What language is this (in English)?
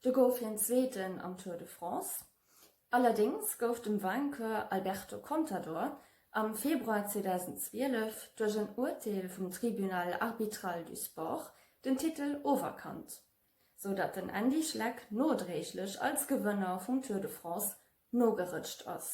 Luxembourgish